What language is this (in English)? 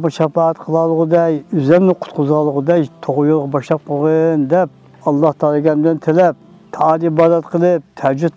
Uyghur